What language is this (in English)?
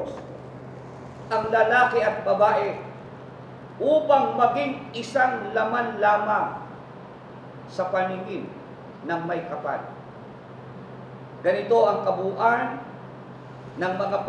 Filipino